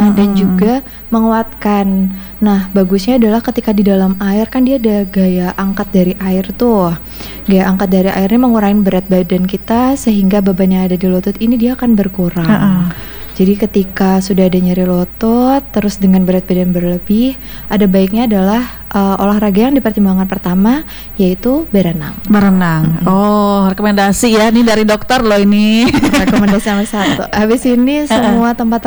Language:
Indonesian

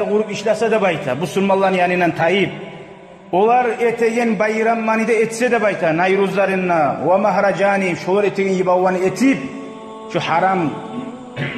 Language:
Kumyk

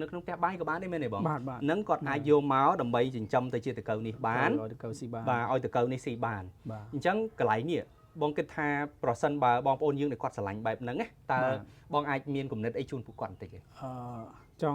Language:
Khmer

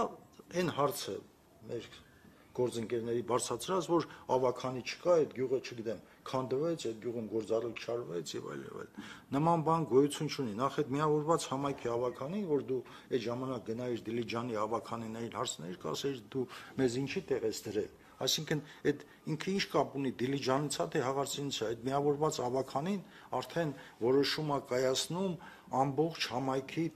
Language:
Armenian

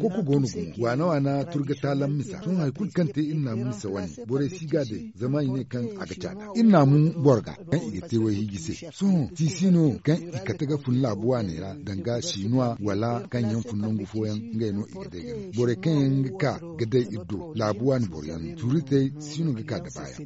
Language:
Zarma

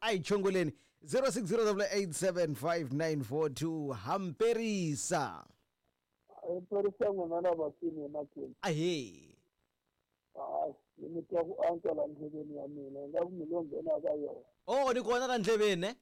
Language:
Tsonga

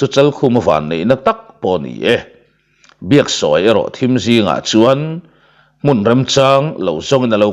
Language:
Mizo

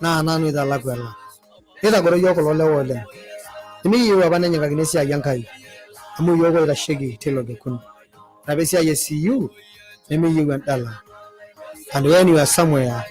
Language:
Masai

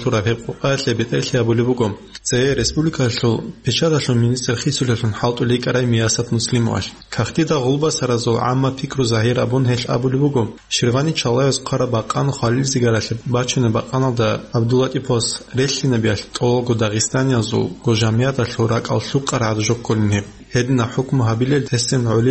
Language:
Avaric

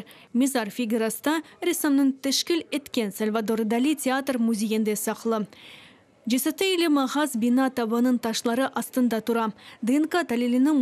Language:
Crimean Tatar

